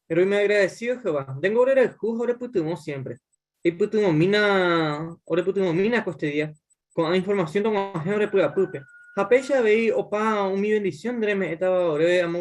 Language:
Guarani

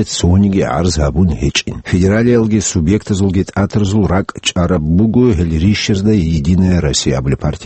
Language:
Avaric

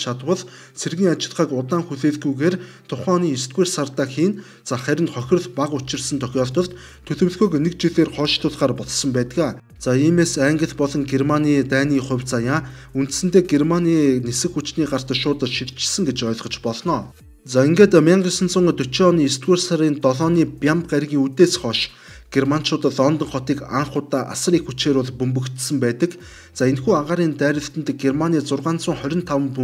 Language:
Mongolian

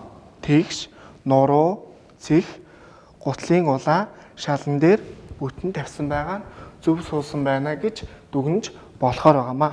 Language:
Mongolian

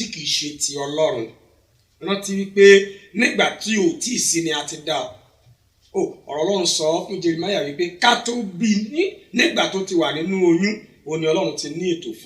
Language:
Yoruba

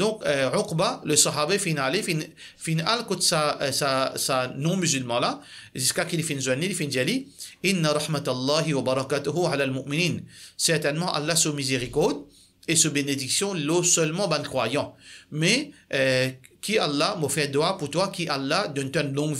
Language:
Morisyen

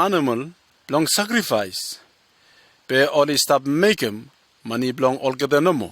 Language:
Bislama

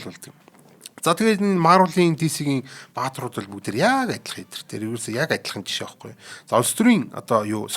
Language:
Mongolian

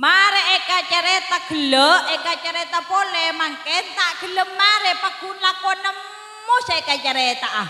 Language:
Madurese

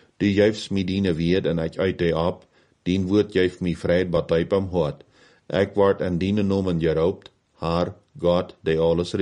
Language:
Plautdietsch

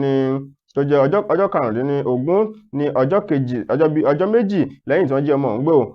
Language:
Yoruba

